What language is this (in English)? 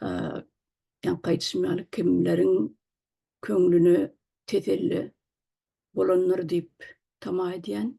Turkmen